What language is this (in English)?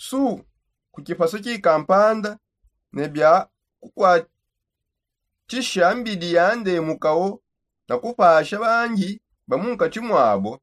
Songe